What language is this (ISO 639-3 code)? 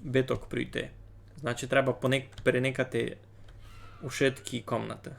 rue